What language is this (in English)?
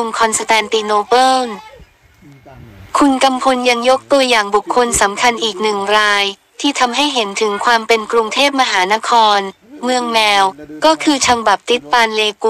Thai